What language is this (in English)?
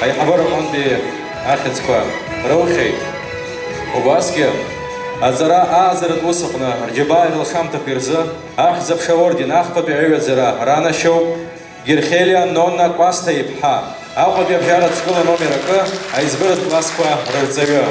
Abkhazian